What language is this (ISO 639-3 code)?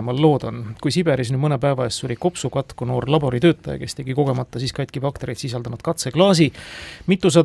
est